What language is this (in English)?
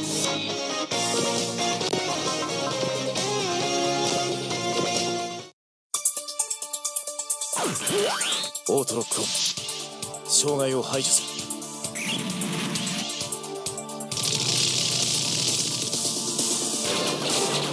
Japanese